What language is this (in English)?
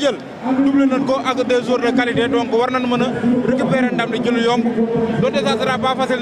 Wolof